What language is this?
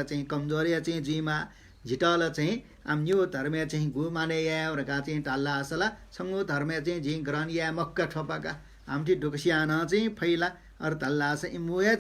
Newari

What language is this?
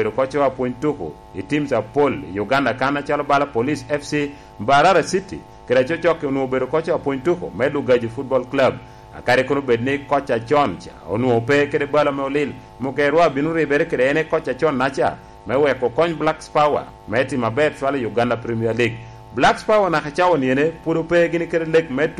Lango (Uganda)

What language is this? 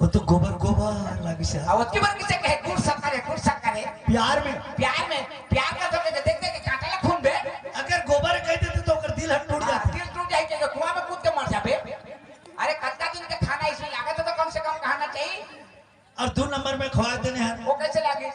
Chhattisgarhi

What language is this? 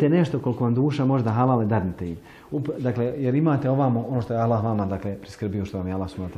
Bosnian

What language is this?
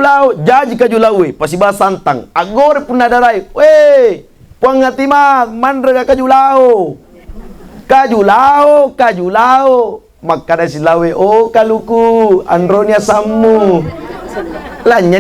Buginese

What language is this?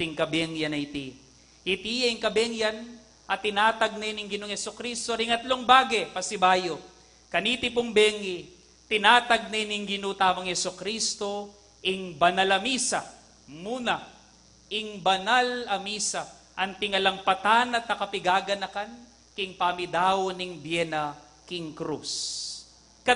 Pampanga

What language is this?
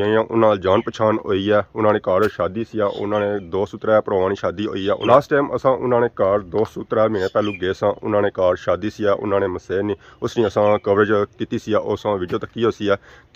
Pahari-Potwari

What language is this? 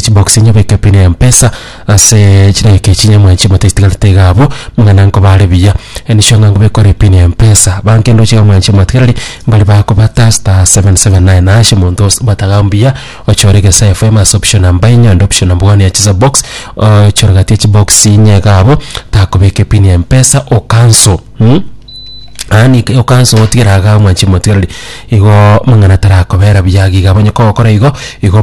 Gusii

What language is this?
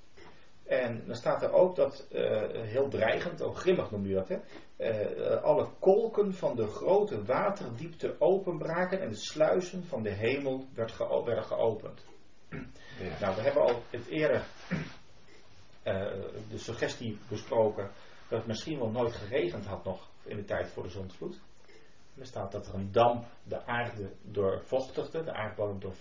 Dutch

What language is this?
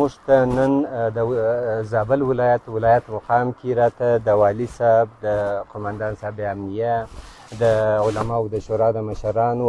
Pashto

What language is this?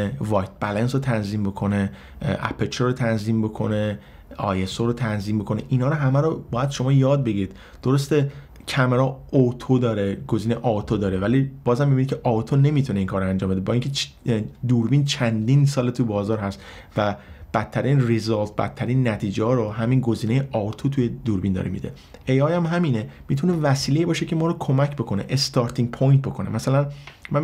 Persian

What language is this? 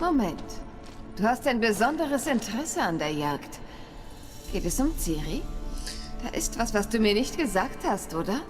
Swiss German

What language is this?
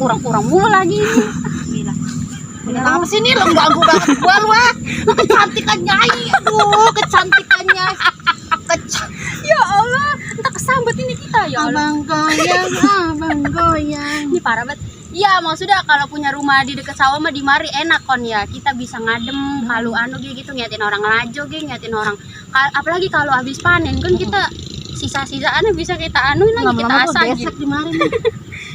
Betawi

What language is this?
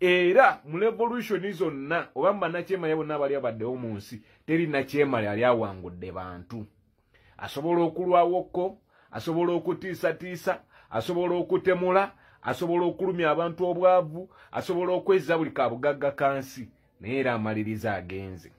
Ganda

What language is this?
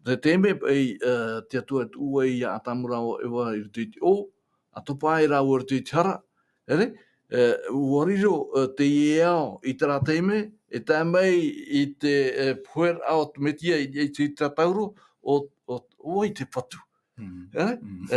Tahitian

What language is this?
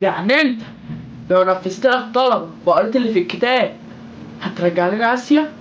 Egyptian Arabic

